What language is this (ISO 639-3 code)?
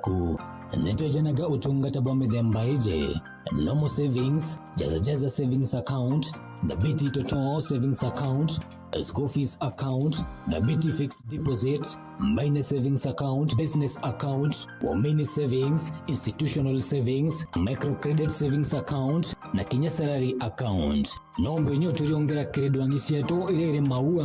mer